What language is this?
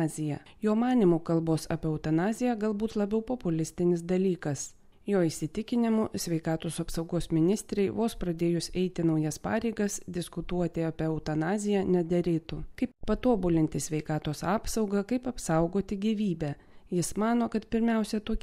Lithuanian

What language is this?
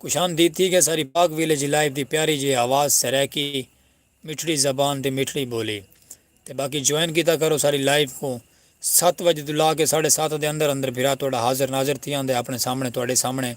Saraiki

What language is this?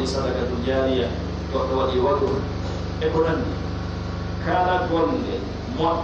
Pular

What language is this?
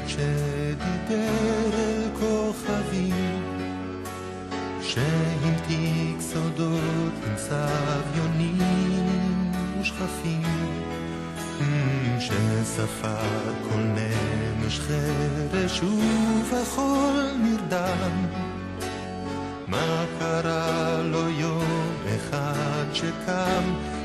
Hebrew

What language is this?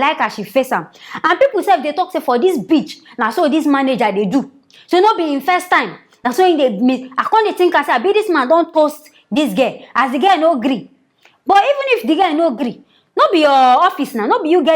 Nigerian Pidgin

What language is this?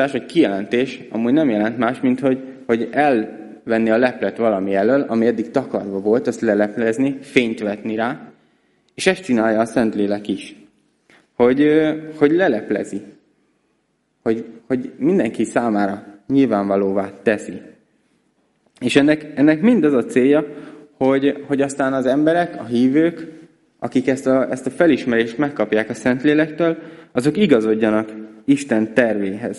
Hungarian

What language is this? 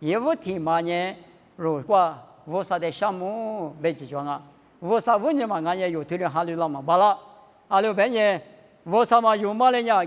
Lisu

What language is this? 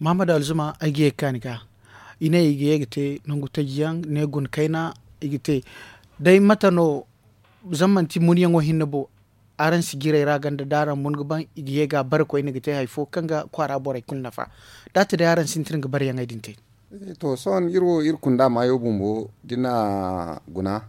Zarma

